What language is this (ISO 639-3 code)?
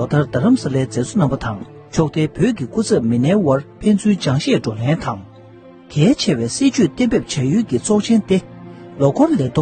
bod